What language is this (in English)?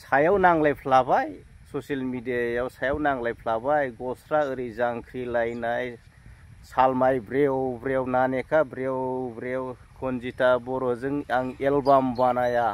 Bodo